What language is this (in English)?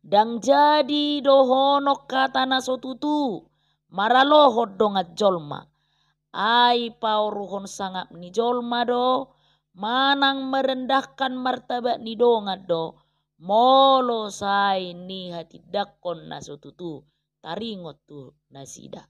Batak Toba